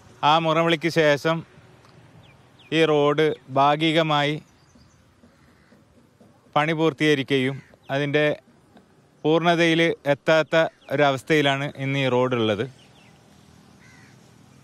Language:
Malayalam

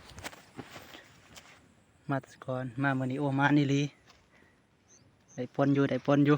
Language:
Lao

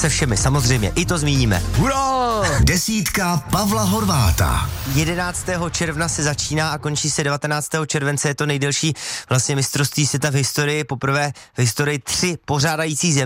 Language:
Czech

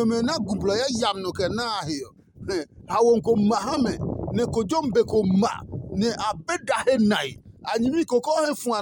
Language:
Adangme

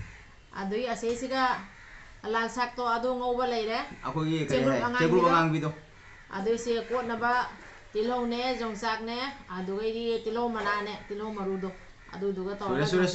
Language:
Manipuri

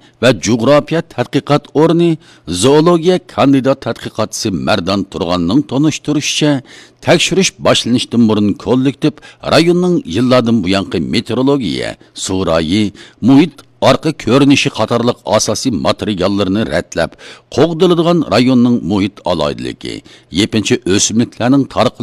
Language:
Uyghur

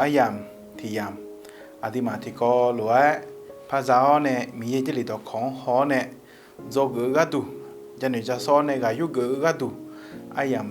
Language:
Akha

